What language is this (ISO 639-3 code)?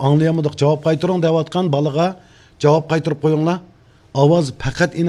uig